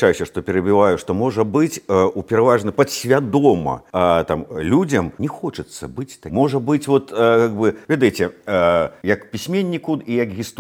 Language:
Belarusian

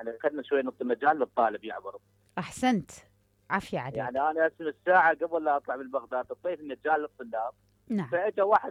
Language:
Mesopotamian Arabic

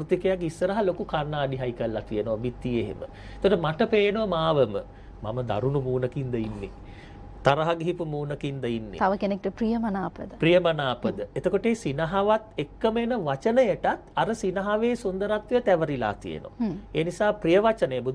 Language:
Sinhala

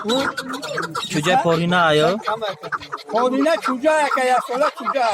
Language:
Tajik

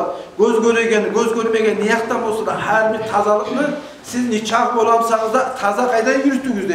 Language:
Kumyk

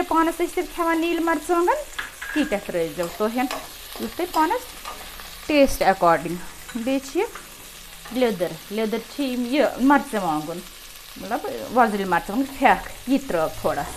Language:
Kashmiri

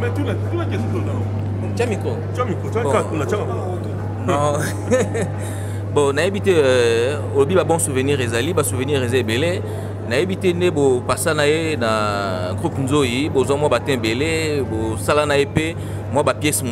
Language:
Lingala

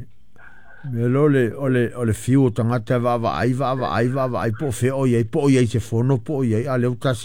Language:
Samoan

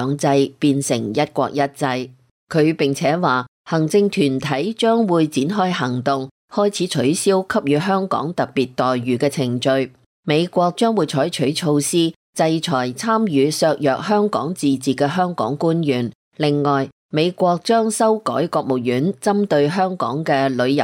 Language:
Cantonese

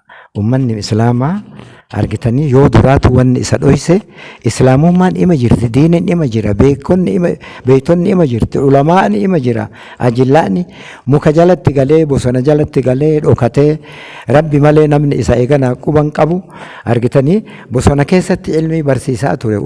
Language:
Oromo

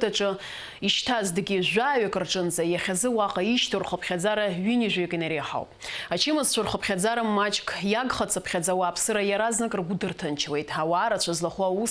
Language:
Abkhazian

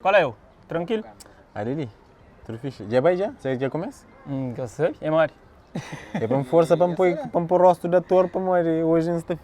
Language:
Kabuverdianu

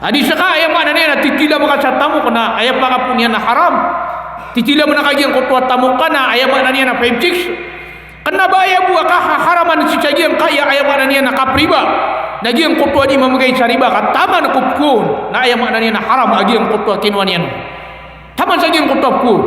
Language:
Maranao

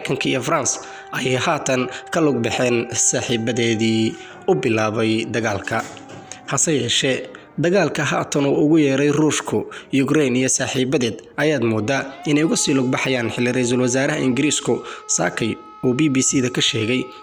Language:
Somali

